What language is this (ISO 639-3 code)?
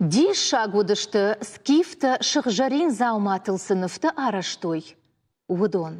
oss